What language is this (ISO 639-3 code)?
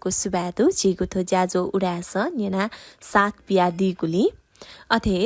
new